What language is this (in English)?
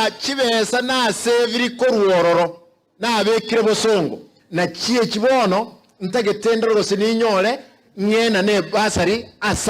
Gusii